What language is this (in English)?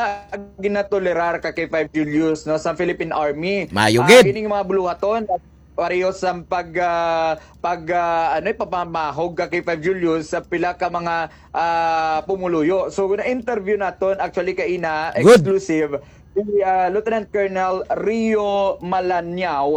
Hiligaynon